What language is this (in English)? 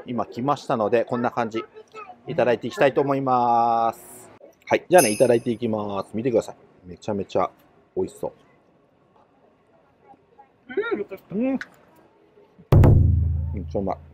Japanese